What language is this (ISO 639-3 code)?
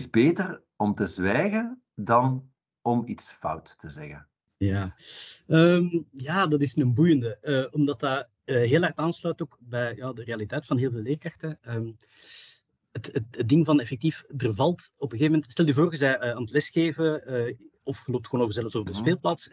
nld